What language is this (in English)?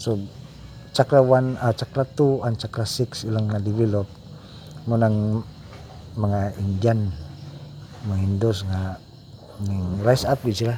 Cebuano